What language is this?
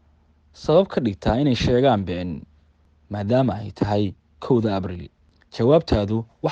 Somali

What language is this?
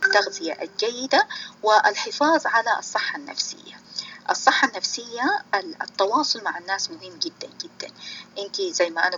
Sudanese Arabic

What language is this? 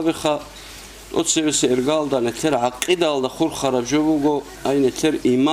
Avaric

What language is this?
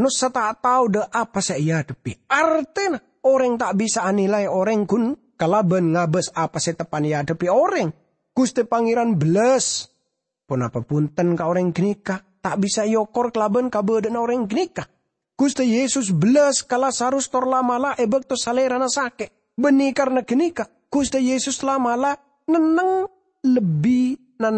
Madurese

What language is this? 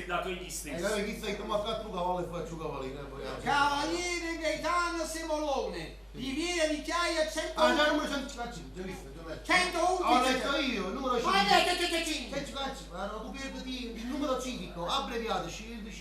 Neapolitan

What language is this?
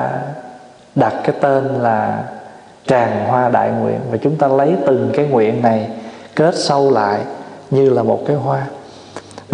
Vietnamese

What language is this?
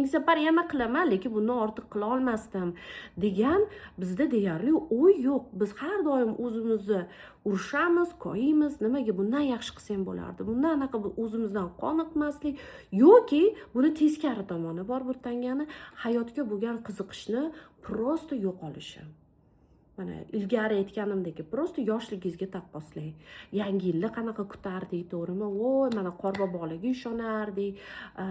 Uzbek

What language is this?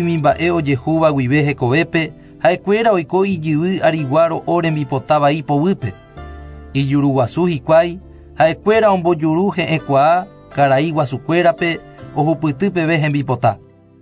Guarani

